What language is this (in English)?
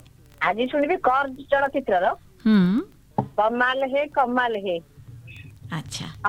Odia